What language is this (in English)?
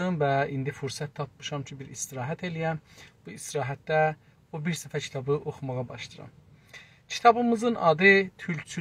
South Azerbaijani